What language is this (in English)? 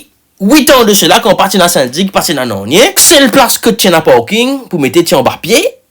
Morisyen